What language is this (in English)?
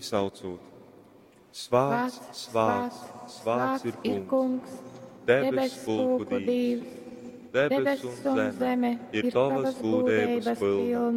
Latgalian